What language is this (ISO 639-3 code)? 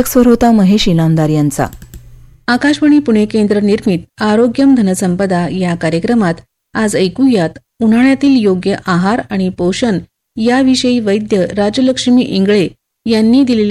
mar